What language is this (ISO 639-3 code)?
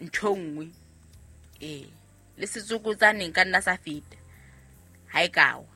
sot